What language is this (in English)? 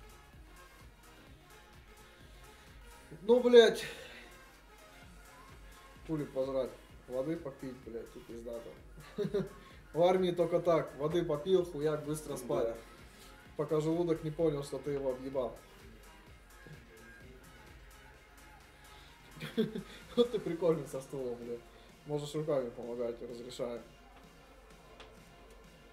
Russian